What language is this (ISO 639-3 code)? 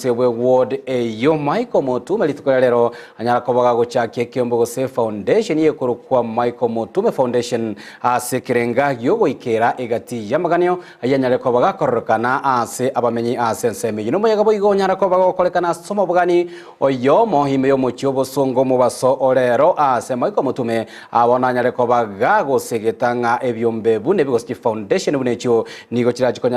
guz